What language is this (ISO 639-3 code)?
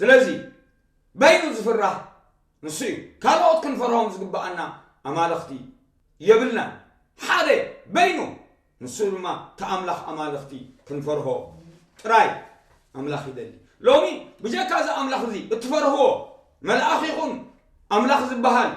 tir